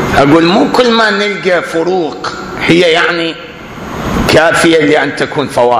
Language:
Mesopotamian Arabic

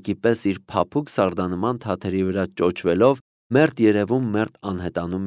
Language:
Armenian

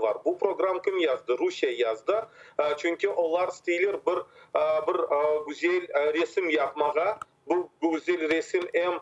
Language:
Crimean Tatar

